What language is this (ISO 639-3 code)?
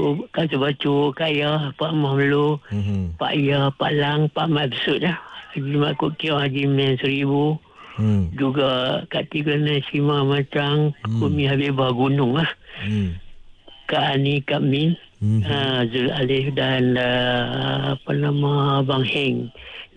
msa